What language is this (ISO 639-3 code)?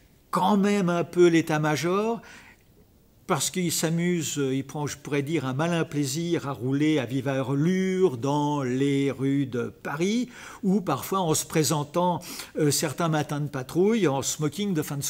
fra